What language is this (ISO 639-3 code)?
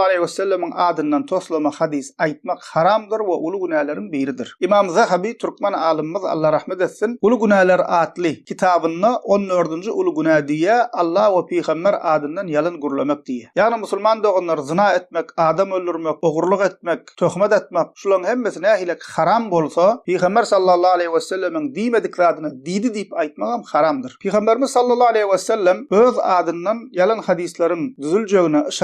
tuk